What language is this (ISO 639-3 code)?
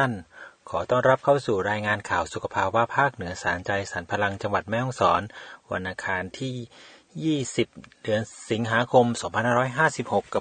tha